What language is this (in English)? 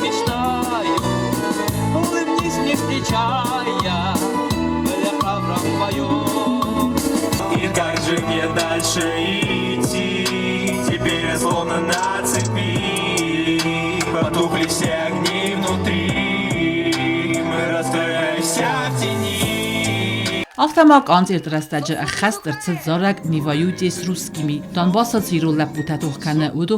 Ossetic